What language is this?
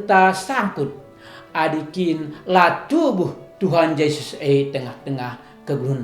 Batak Karo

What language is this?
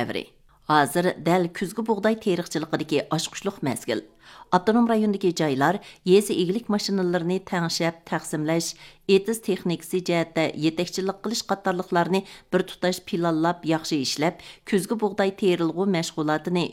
Uyghur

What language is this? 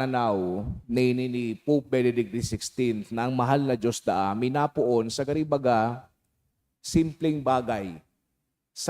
Bikol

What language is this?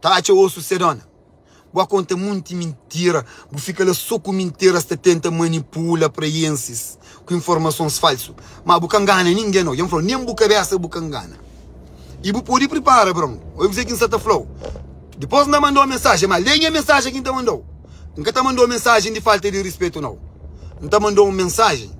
Kabuverdianu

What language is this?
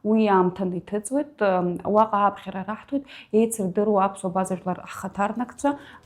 Abkhazian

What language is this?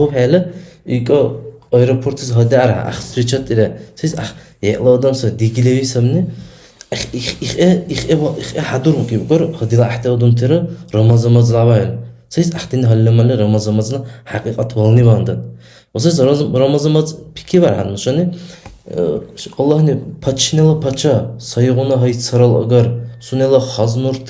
Dargwa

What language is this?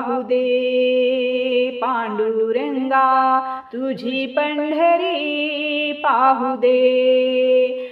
Marathi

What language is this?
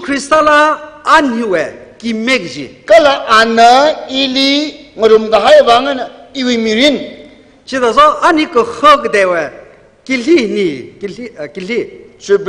Tangkhul Naga (India)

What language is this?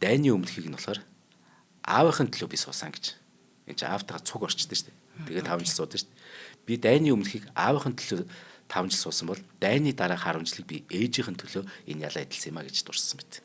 Mongolian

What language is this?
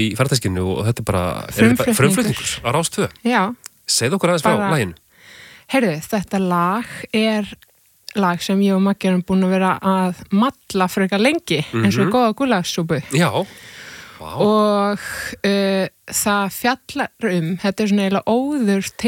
Icelandic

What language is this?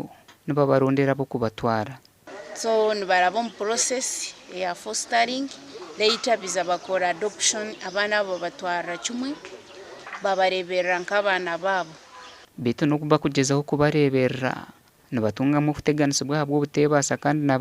Nyankole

